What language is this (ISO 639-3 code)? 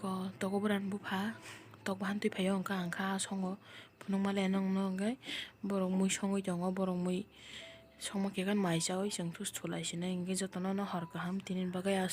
trp